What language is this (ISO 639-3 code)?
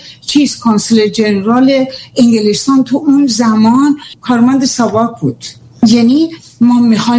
fas